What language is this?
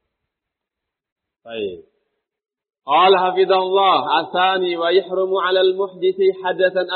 Indonesian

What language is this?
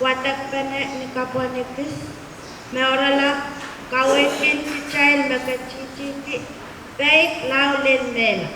Pohnpeian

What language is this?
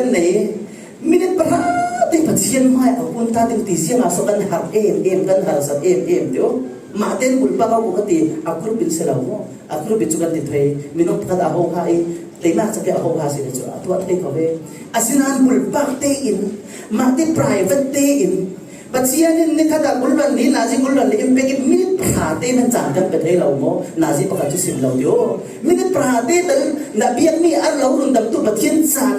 Falam Chin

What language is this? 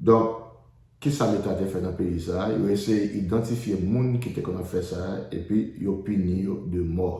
Haitian Creole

